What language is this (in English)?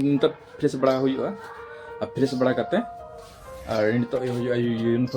Santali